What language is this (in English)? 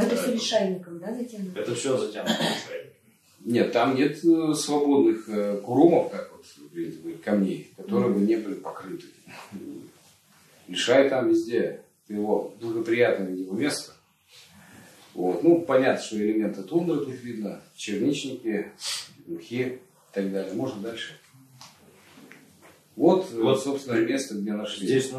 Russian